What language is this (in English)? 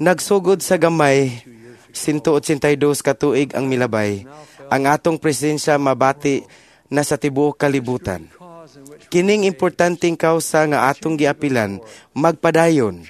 Cebuano